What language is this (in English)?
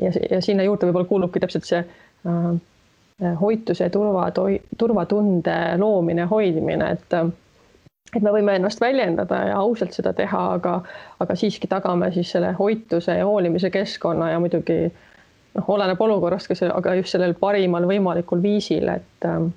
Estonian